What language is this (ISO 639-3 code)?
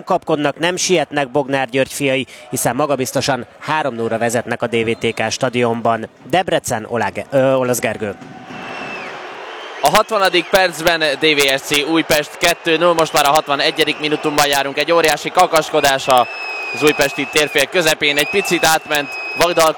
hun